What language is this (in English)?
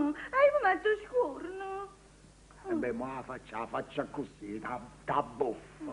Neapolitan